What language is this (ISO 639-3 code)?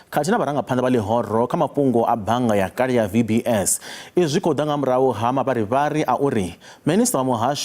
ven